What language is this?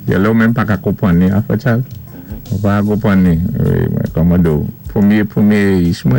Saint Lucian Creole French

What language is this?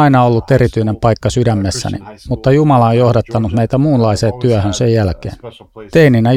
Finnish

